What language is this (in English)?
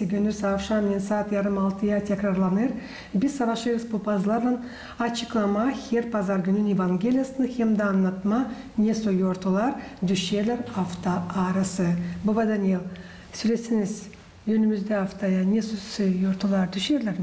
Gagauz